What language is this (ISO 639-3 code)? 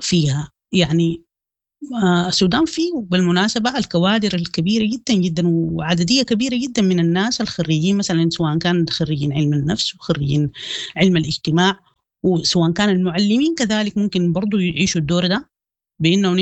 apd